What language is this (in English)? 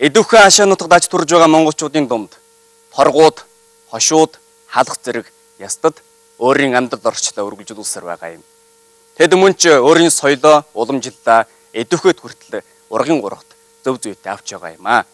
Mongolian